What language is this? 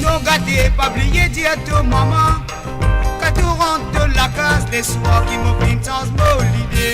Morisyen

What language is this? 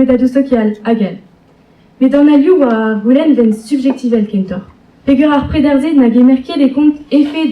Breton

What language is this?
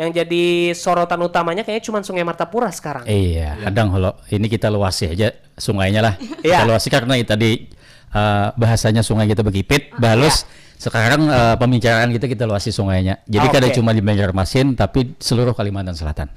Banjar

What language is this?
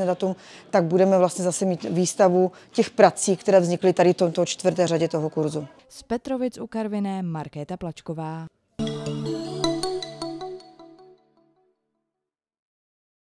Czech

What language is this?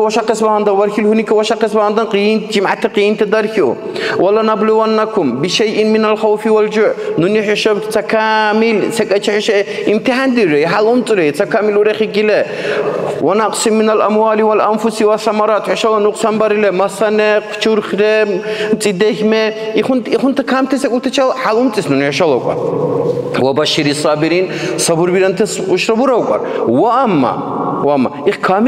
Dargwa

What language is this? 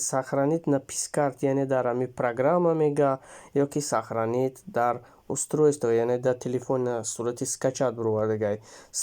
Tajik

